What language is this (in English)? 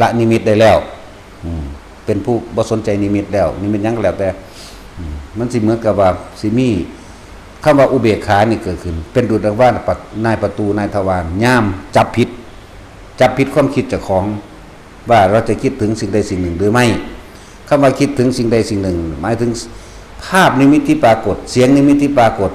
Northeastern Thai